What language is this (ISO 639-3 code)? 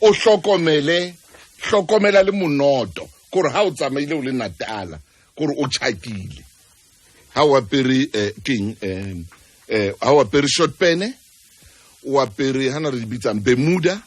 sot